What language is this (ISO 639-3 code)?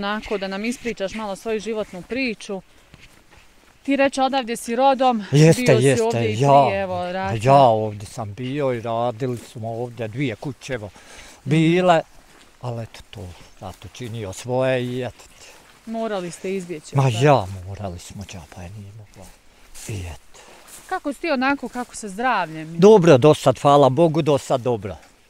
bos